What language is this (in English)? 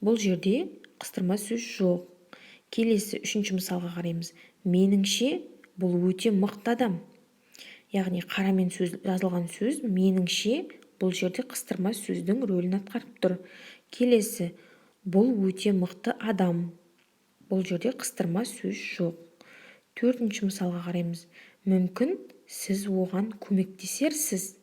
Kazakh